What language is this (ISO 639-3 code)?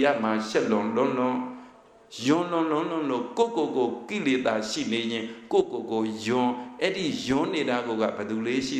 mya